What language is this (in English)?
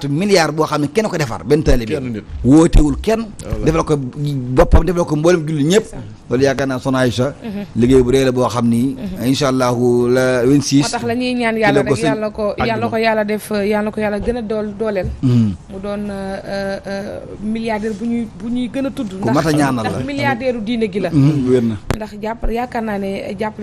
Wolof